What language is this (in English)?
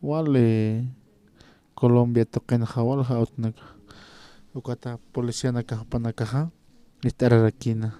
Aymara